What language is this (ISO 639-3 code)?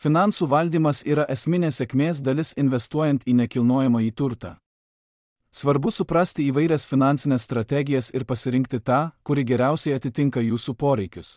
lit